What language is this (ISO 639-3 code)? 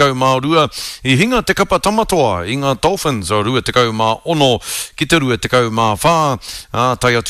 mri